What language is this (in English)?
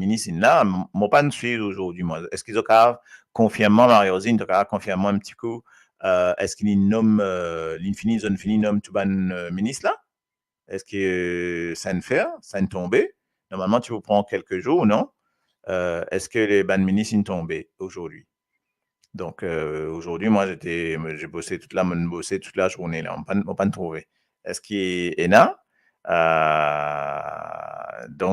Morisyen